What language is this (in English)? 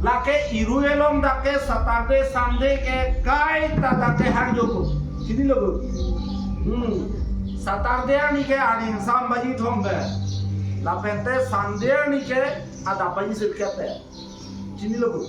Karbi